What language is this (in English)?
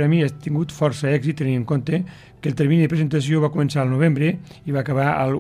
Catalan